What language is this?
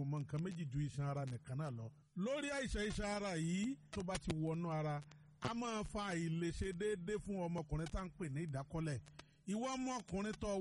Yoruba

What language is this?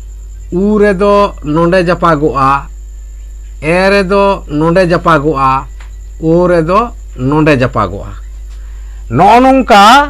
Santali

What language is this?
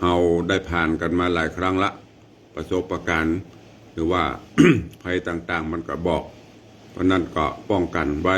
Northern Thai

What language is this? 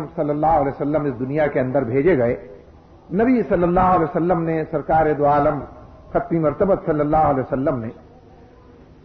Urdu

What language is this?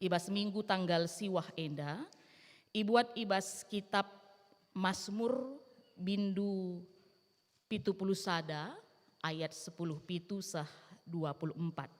Batak Karo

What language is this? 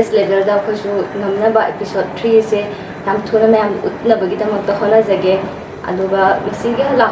Manipuri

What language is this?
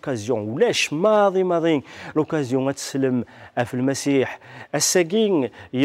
Kabyle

